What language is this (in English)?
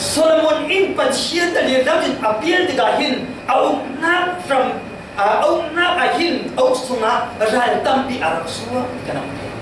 Falam Chin